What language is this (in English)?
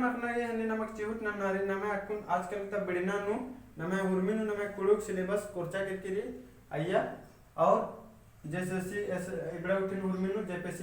Kurukh